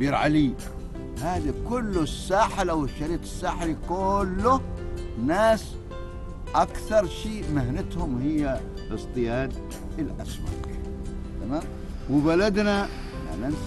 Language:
Arabic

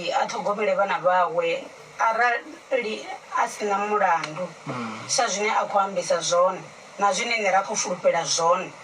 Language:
Venda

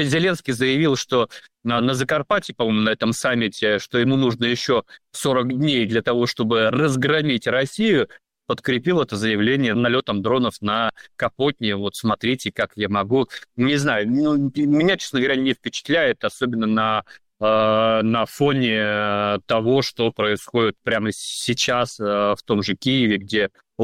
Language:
Russian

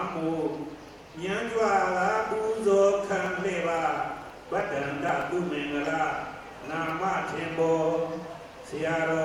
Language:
Burmese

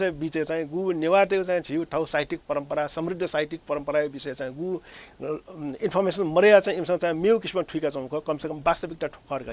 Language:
Newari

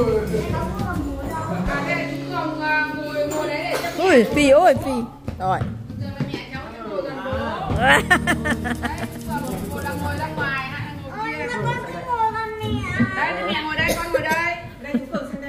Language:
Vietnamese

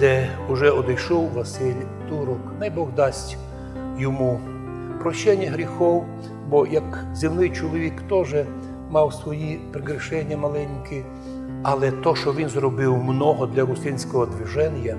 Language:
Rusyn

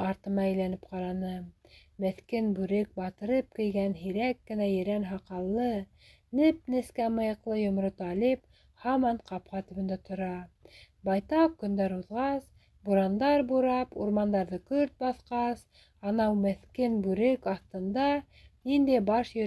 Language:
Bashkir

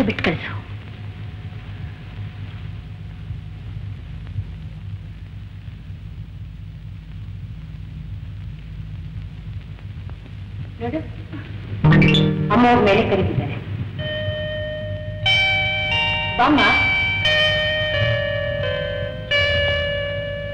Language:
Kannada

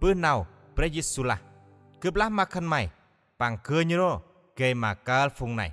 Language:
Central Mnong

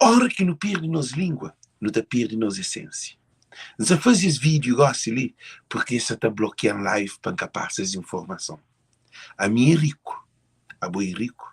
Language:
Kabuverdianu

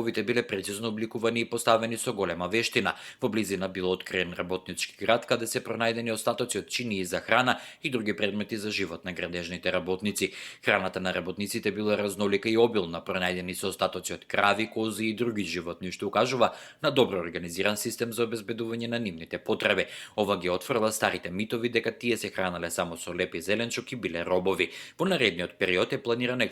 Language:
Macedonian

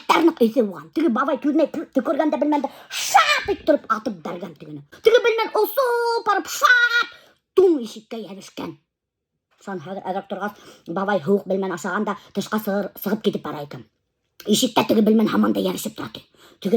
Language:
Bashkir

